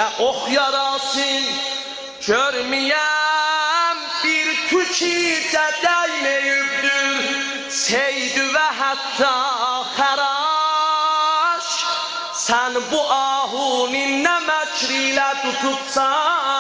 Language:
South Azerbaijani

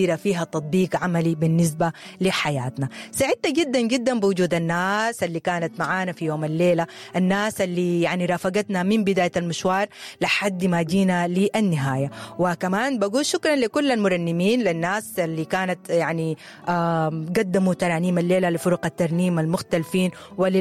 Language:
Sudanese Arabic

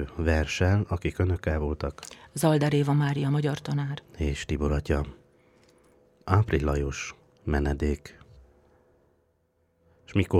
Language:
Hungarian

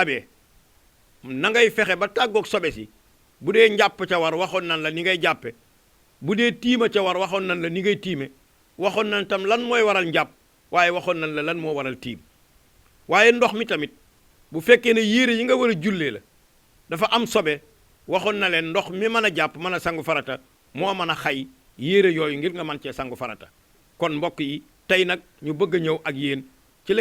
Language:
Wolof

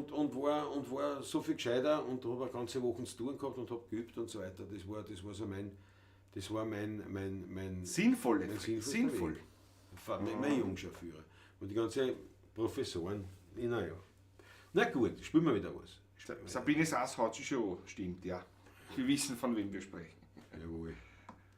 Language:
Bavarian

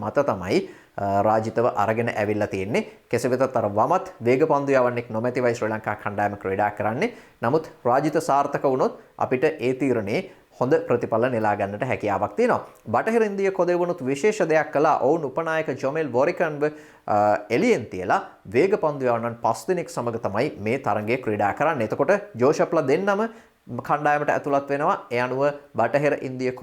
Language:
Sinhala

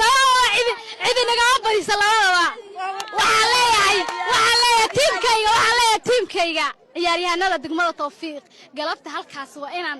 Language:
Somali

